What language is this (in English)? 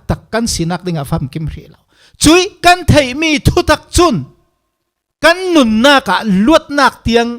Falam Chin